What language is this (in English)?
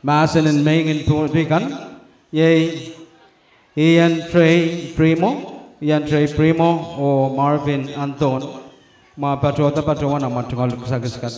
Pohnpeian